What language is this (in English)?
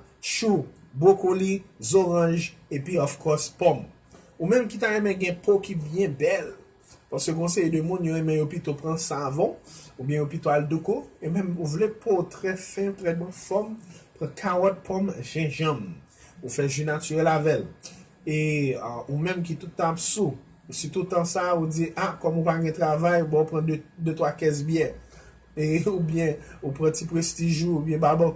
Haitian Creole